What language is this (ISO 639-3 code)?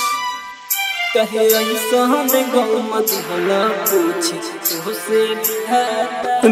bho